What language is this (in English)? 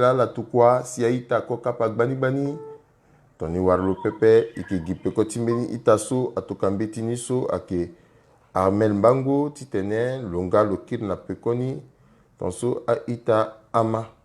Sango